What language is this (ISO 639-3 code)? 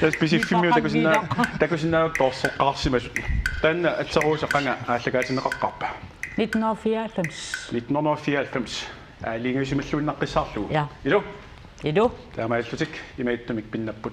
kal